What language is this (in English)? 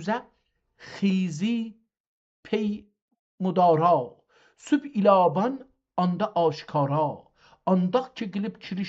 South Azerbaijani